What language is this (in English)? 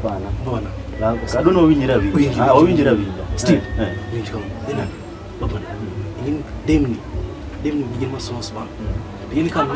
Luo (Kenya and Tanzania)